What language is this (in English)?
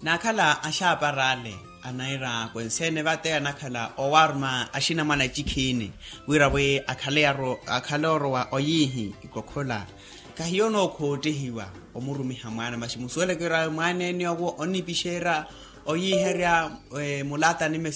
Makhuwa